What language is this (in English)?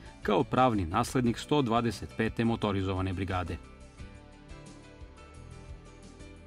Serbian